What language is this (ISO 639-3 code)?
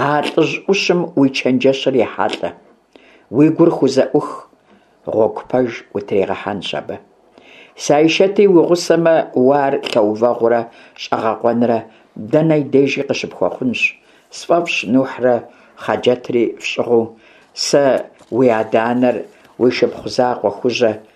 kbd